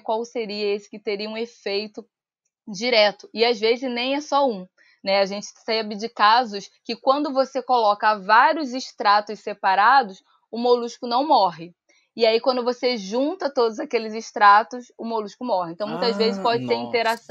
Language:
Portuguese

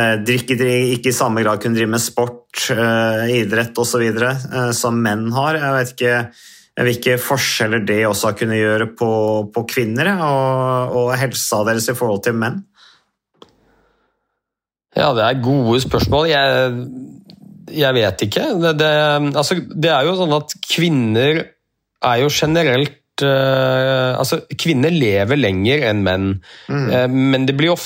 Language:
Norwegian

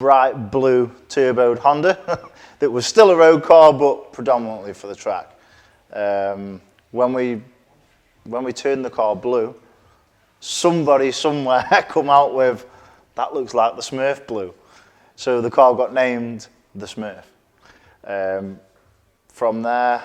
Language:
English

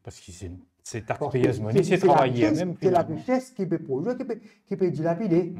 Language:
Morisyen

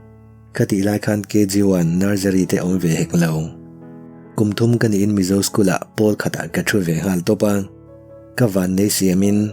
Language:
Mizo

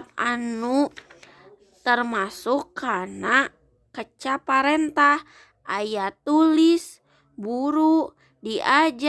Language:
Sundanese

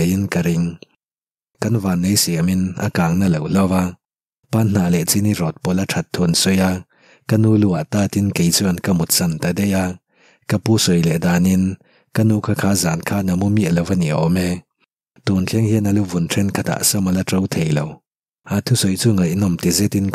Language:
Mizo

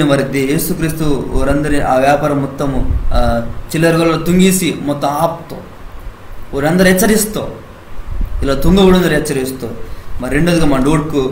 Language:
Koya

